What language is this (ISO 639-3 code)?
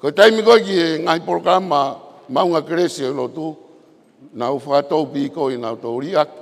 ton